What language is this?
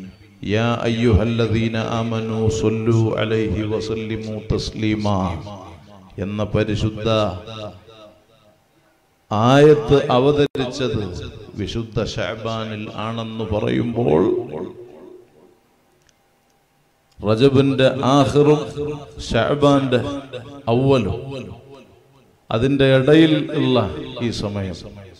Malayalam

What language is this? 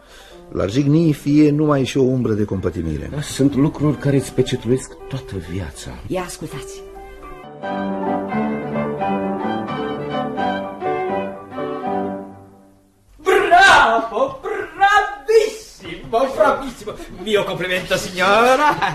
Romanian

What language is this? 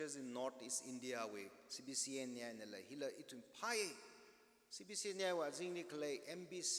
Tangkhul Naga (India)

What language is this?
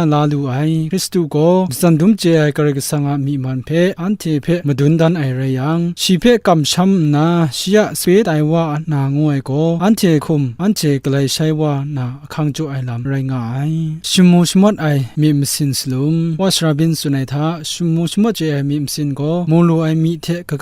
Kachin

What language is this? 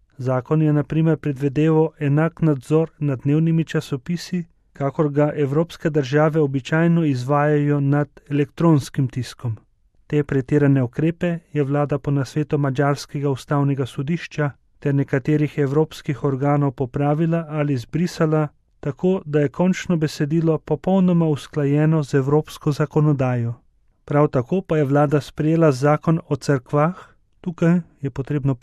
Slovenian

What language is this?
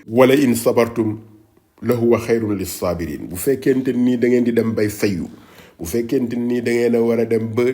Wolof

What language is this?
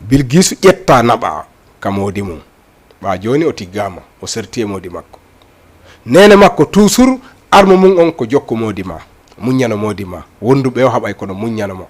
Fula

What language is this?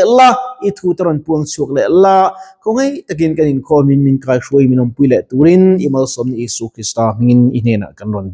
Mizo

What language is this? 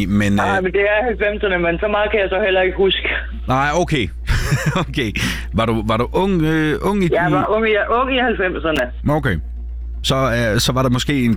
Danish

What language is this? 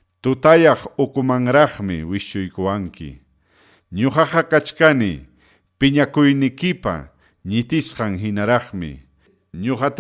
Ayacucho Quechua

